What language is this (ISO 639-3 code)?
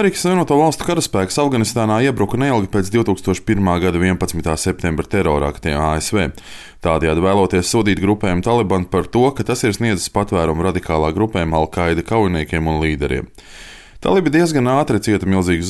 lav